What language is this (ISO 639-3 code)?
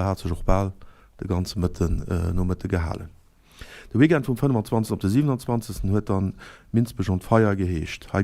ltz